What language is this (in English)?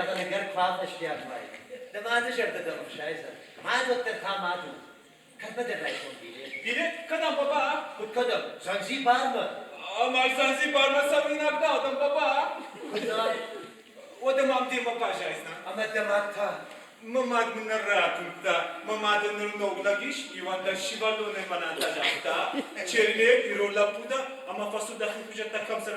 Ossetic